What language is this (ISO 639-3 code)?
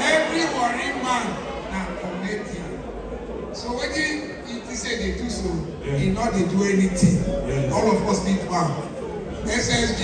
pcm